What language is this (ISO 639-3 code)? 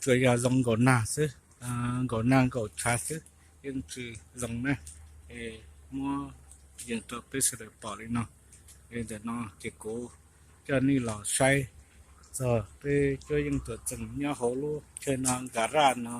hmn